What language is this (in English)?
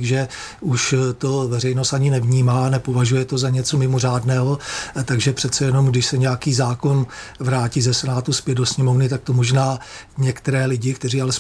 Czech